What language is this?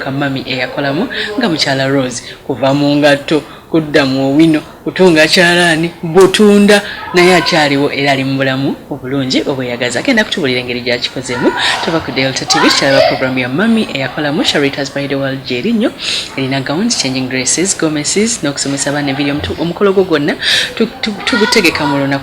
Ganda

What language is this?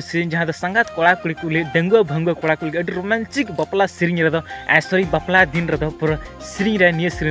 Santali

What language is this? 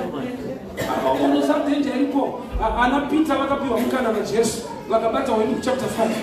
Shona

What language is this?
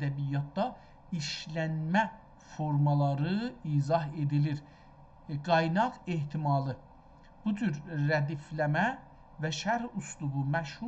South Azerbaijani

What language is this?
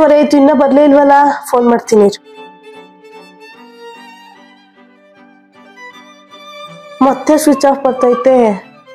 Kannada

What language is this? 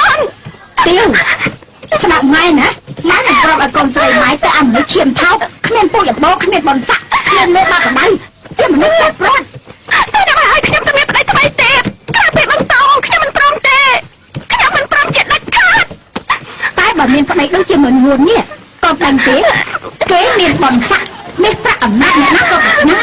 Khmer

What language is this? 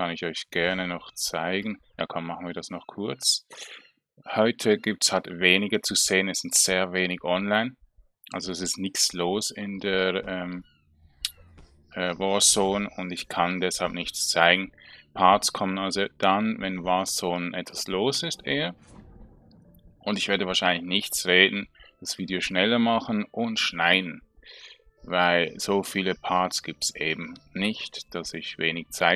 German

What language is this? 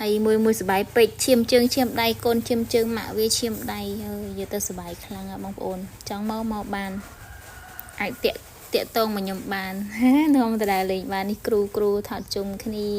Khmer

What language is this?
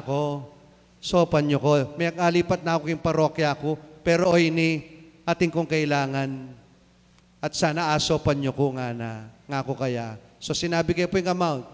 Pampanga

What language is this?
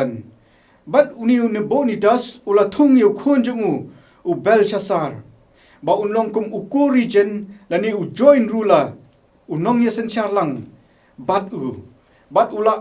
Khasi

